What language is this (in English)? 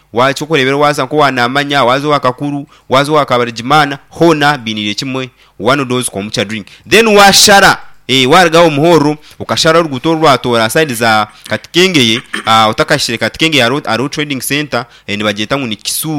Nyankole